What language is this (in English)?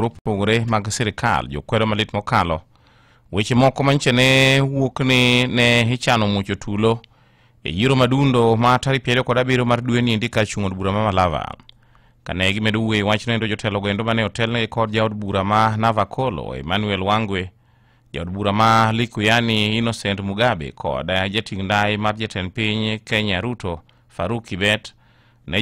Luo (Kenya and Tanzania)